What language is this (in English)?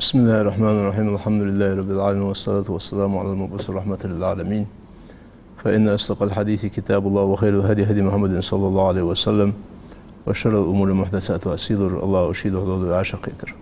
Ingush